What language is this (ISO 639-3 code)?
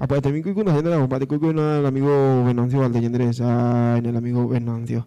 grn